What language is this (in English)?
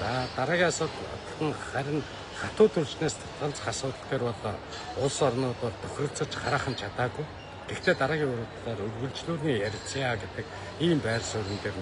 Mongolian